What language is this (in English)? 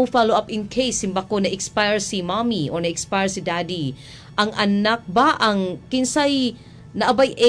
Cebuano